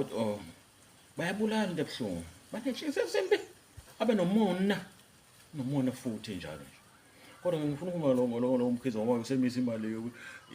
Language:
Zulu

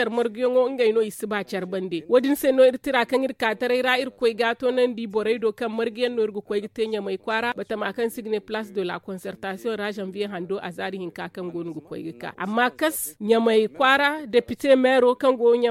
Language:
Zarma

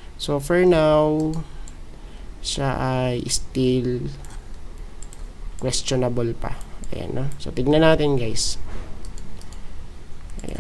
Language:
Filipino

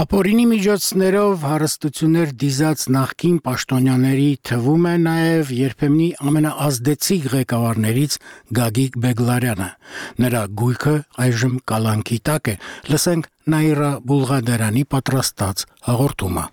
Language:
Armenian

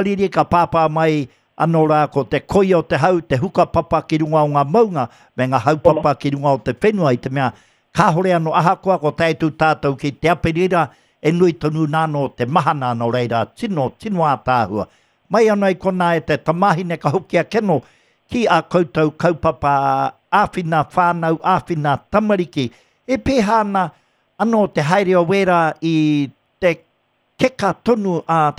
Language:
Māori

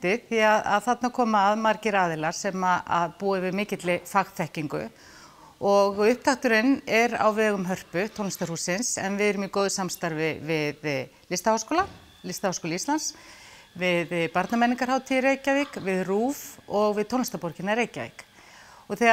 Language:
Icelandic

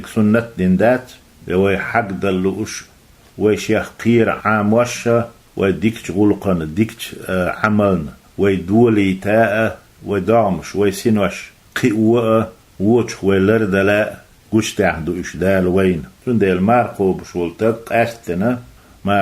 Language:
Chechen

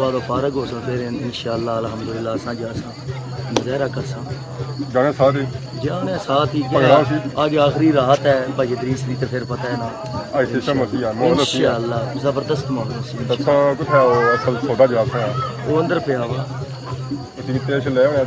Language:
Pahari-Potwari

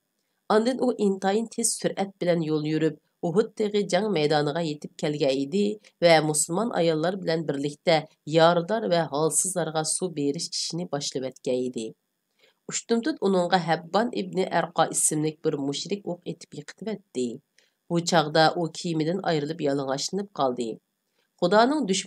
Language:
Uyghur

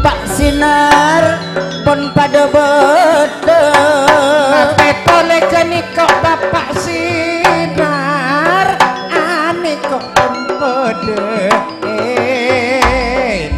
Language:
Madurese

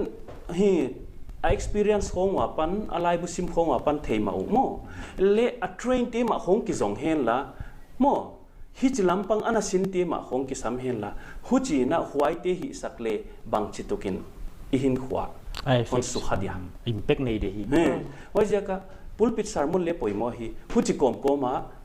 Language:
Paite Chin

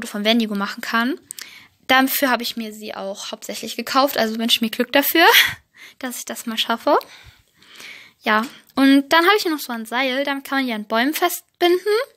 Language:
German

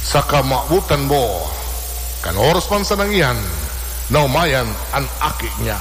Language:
Bikol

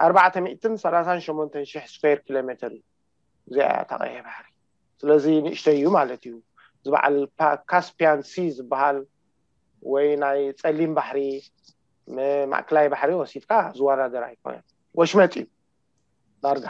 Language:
Tigrinya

